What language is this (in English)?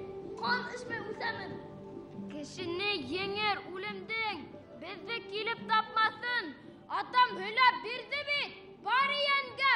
Bashkir